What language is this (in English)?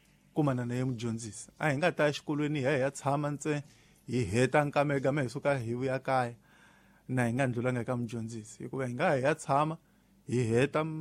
Tsonga